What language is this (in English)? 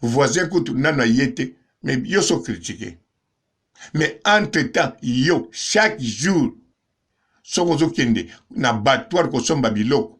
Lingala